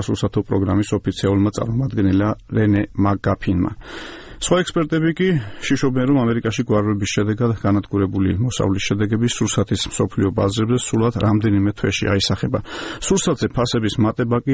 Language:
Georgian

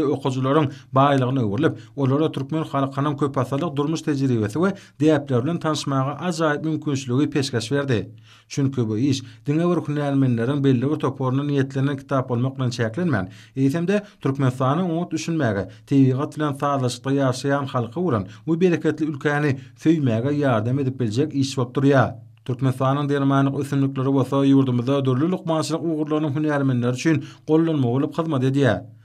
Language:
Turkmen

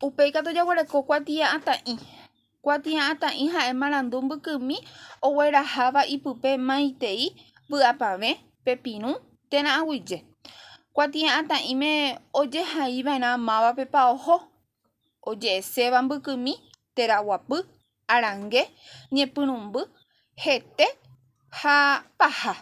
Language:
Guarani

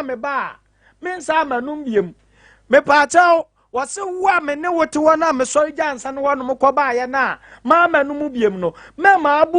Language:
Akan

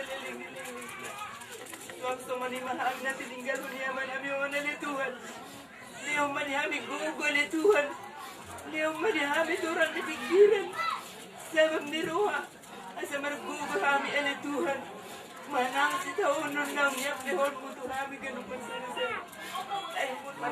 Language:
Batak Toba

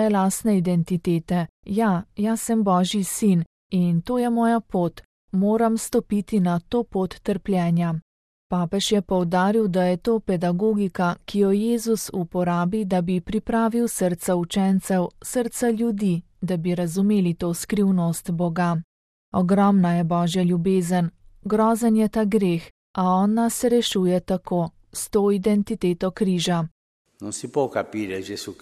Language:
Slovenian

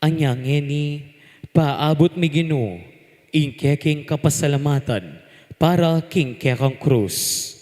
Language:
Pampanga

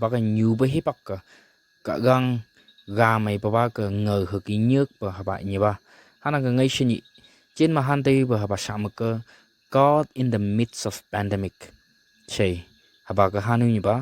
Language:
Phom Naga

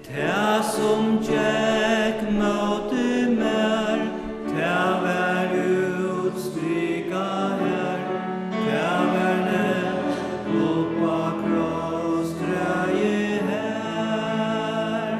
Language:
Faroese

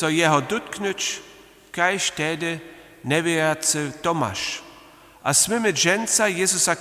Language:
Upper Sorbian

